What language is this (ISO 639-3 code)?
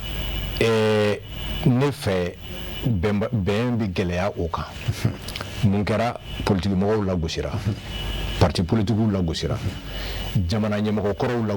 bam